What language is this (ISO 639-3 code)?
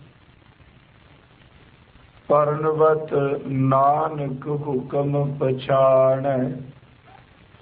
pan